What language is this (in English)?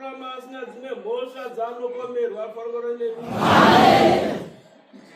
Shona